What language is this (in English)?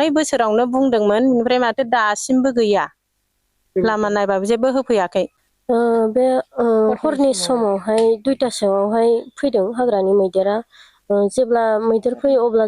Bodo